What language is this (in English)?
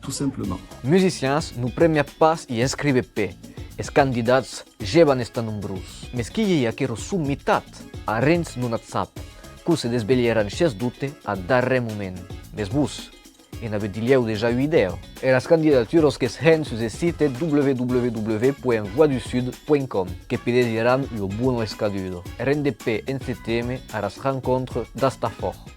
Occitan